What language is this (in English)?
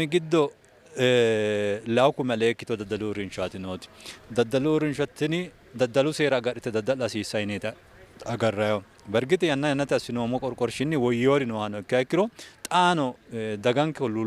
Sidamo